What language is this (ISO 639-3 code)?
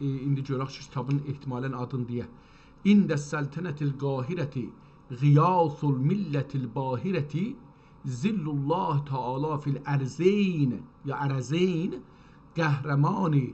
azb